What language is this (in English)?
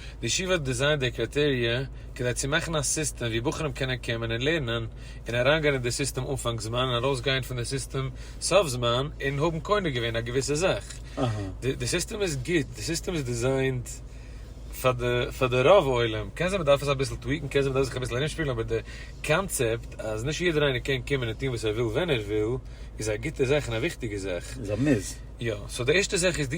Yiddish